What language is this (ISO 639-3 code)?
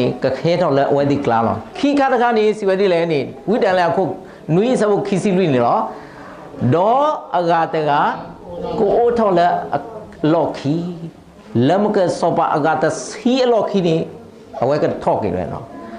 ksw